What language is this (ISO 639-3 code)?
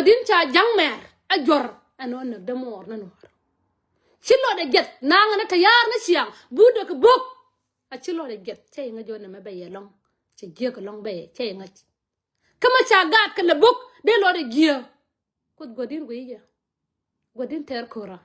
nus